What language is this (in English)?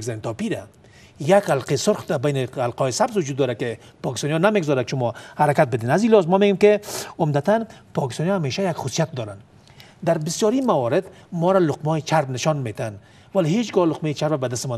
Persian